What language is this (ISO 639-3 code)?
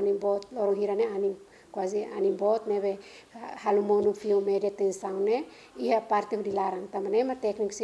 tet